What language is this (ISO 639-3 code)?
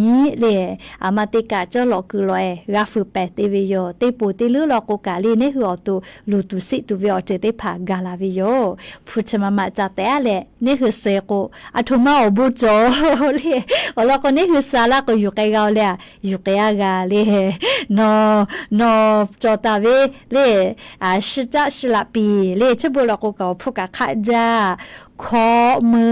lhu